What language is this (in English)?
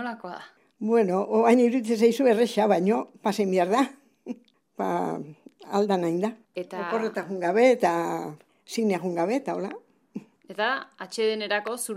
Basque